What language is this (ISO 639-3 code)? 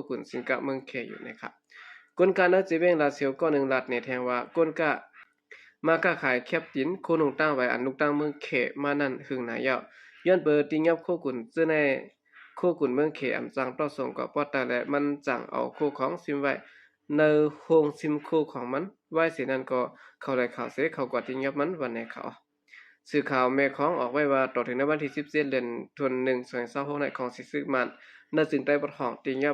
shn